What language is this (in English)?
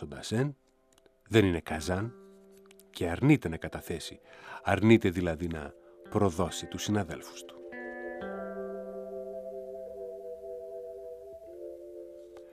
Greek